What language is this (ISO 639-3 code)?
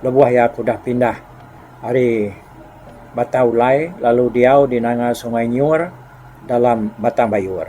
iba